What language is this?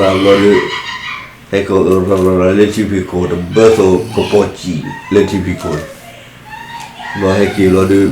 S'gaw Karen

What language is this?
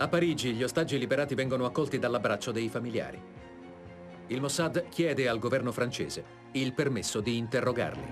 Italian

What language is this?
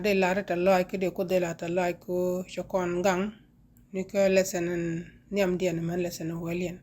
Nuer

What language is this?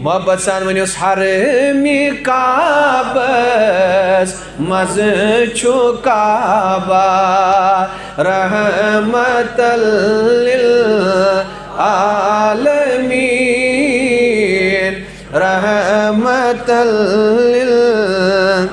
Kashmiri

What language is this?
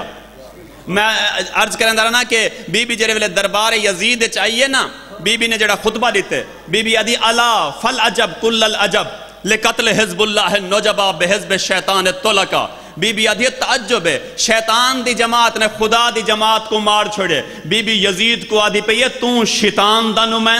Saraiki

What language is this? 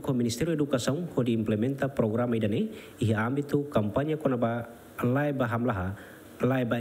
Tetum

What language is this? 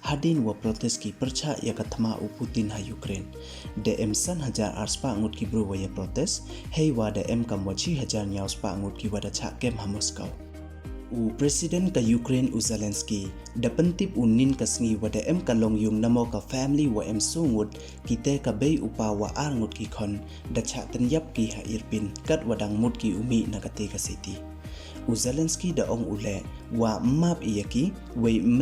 Pnar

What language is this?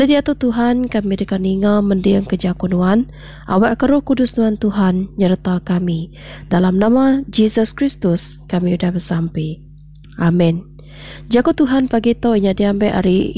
Iban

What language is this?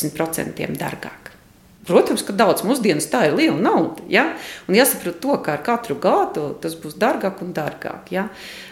Latvian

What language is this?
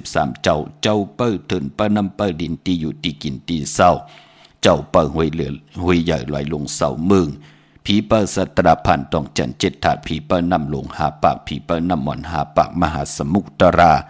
Shan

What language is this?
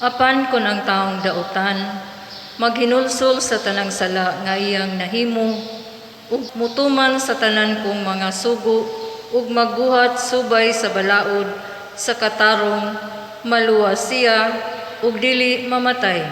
Cebuano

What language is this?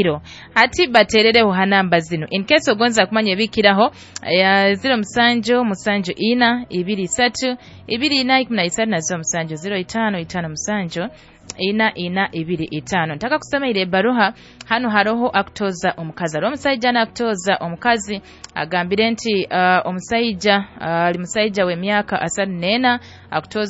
Nyoro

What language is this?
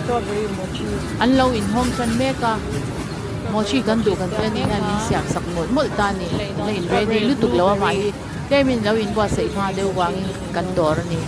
Mizo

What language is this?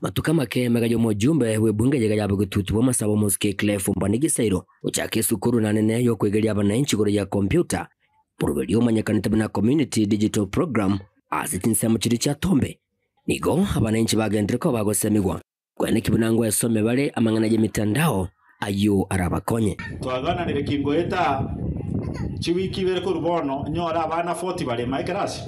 Gusii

